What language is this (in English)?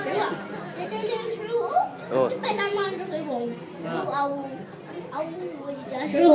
Tigrinya